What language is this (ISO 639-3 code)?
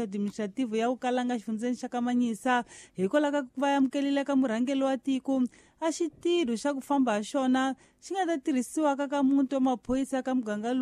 tso